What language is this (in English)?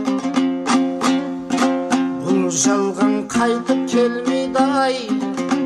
Kazakh